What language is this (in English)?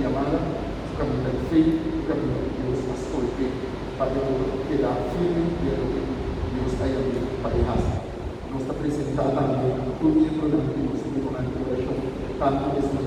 Papiamento